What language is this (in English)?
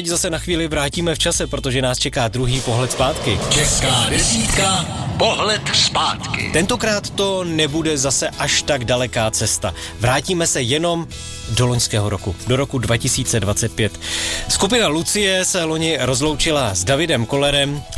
Czech